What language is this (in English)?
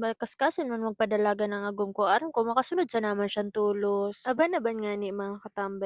Bikol